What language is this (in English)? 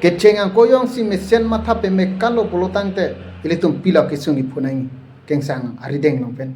Karbi